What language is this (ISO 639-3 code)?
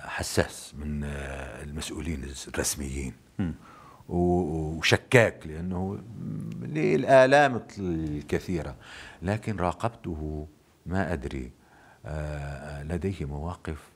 apc